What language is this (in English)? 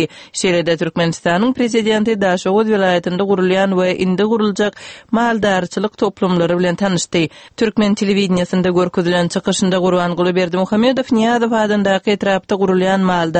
Turkmen